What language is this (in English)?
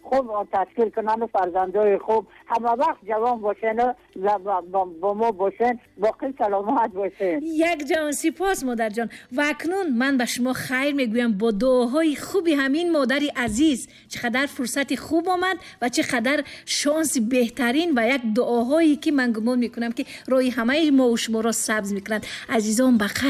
Tajik